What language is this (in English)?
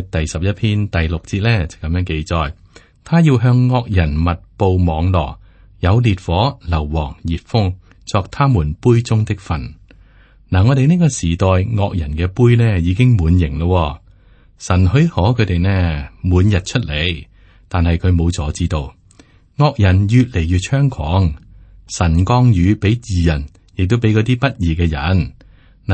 Cantonese